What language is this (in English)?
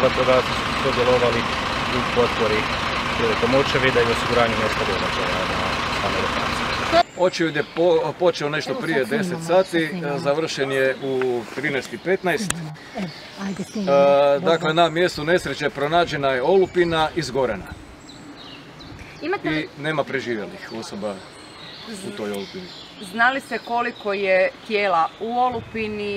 Croatian